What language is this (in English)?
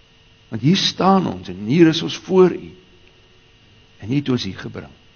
Afrikaans